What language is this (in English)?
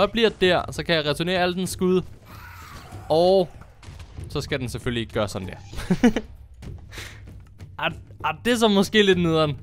Danish